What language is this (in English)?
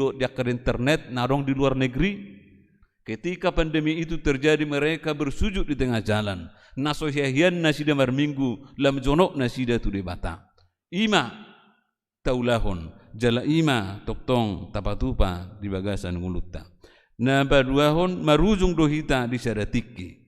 Batak Toba